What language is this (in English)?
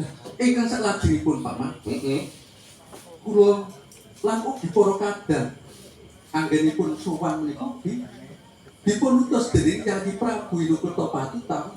Javanese